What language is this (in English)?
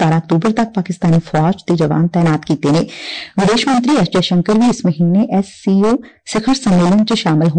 Punjabi